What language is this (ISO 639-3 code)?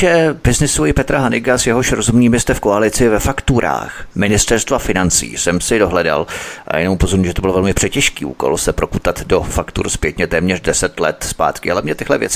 ces